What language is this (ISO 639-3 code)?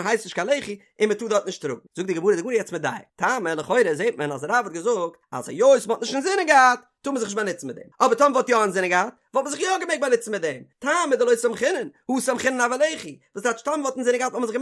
yid